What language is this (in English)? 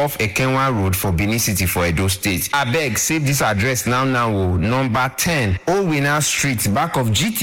Nigerian Pidgin